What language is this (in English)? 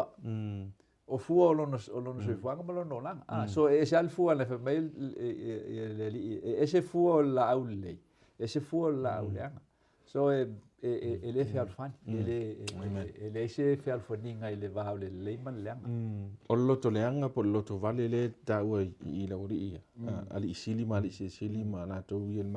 Samoan